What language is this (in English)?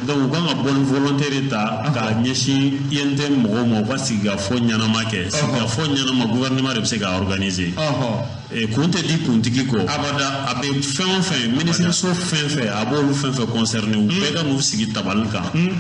Bambara